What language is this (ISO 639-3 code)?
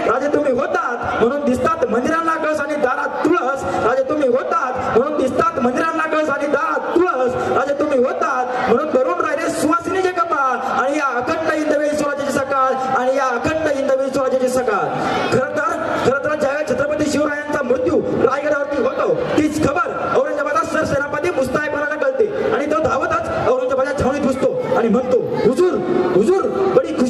mar